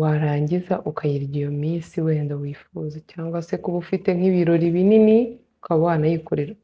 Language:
Kinyarwanda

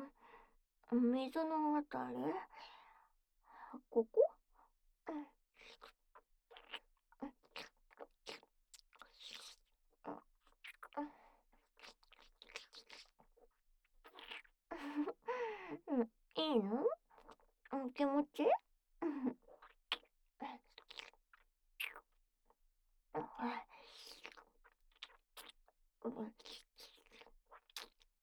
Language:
Japanese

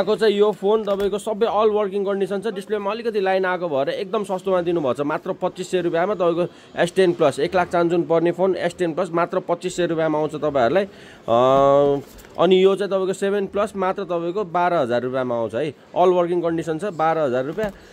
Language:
Nepali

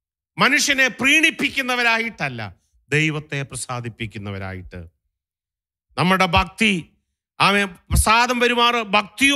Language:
Malayalam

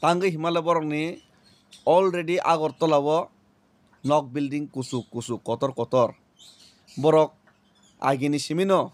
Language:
Kok Borok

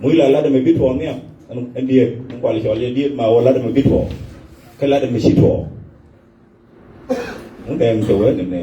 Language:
Nuer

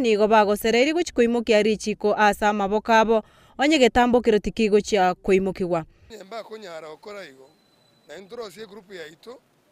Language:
Gusii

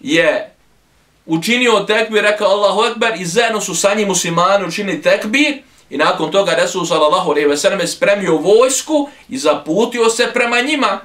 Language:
Bosnian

